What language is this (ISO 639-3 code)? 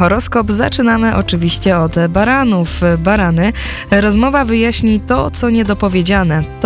pol